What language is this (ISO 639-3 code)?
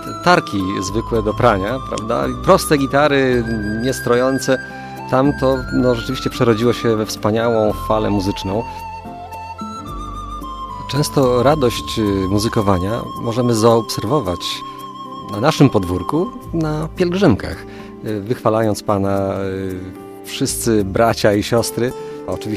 pol